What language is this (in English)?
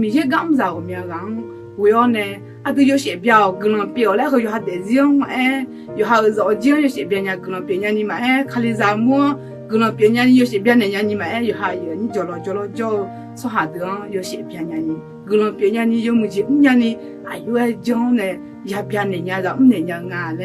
Akha